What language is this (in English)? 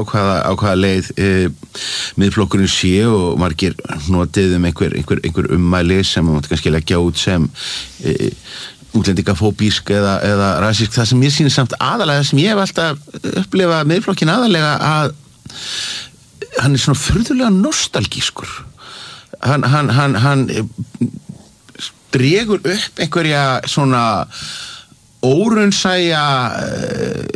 Icelandic